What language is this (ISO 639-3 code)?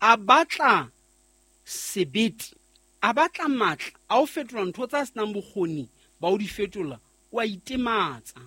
sot